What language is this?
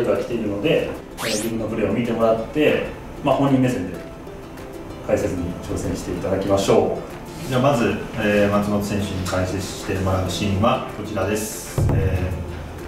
Japanese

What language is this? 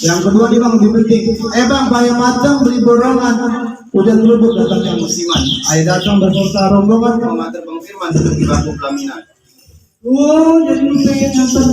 Betawi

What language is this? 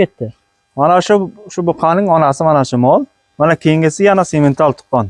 Uzbek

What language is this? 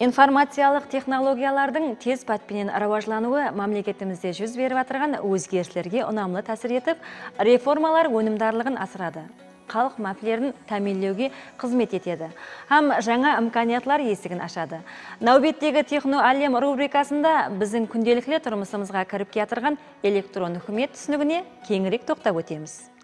Kara-Kalpak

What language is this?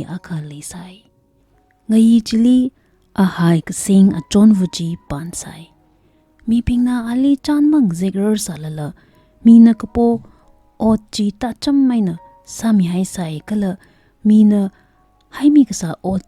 Tangkhul Naga (India)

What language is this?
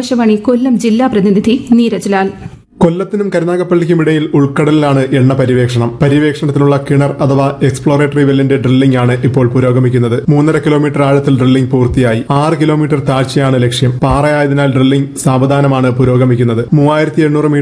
Malayalam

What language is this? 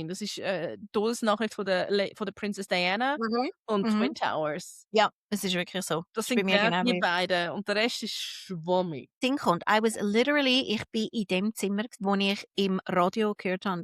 Swiss German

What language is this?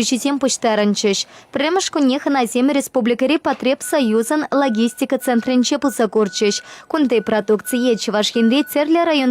Chuvash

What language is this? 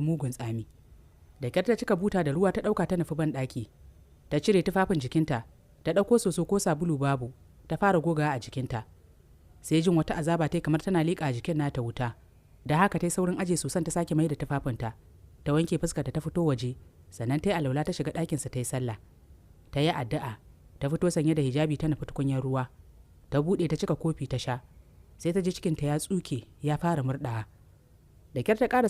Hausa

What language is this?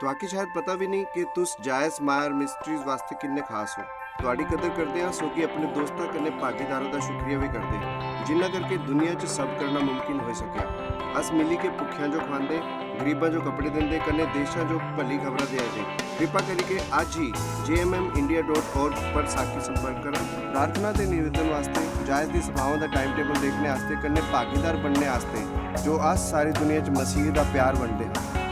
Dogri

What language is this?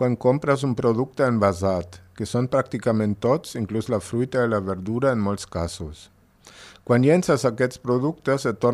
Catalan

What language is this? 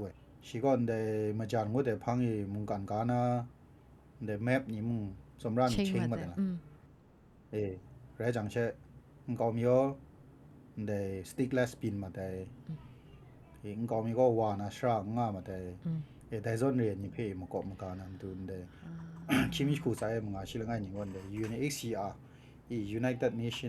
Kachin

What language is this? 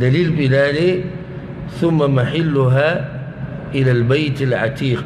Pashto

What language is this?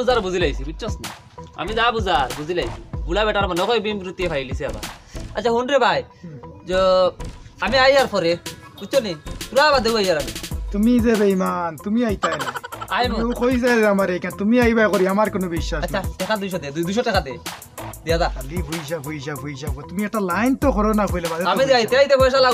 Sylheti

